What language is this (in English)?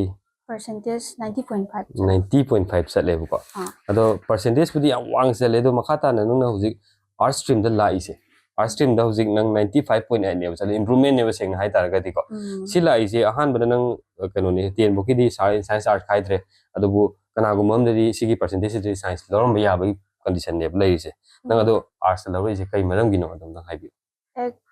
Manipuri